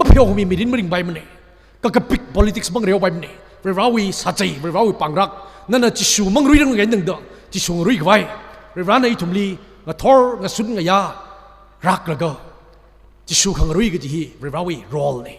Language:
Tangkhul Naga (India)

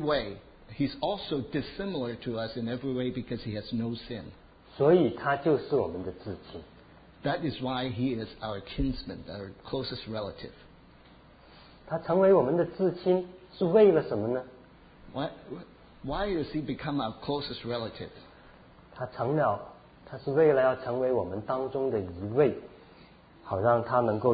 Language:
Chinese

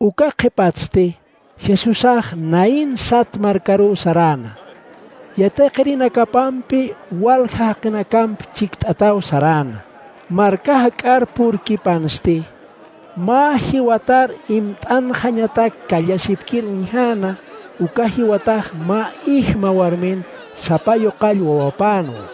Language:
Aymara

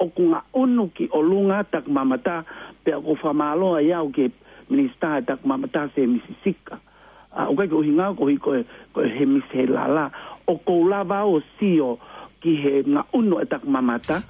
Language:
Tongan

